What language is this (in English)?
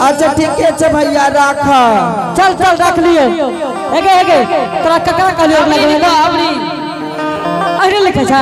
Angika